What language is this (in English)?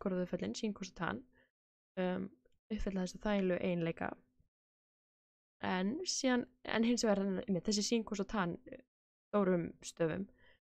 Icelandic